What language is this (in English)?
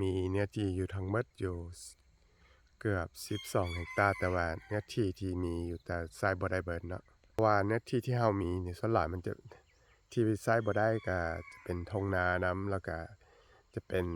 Lao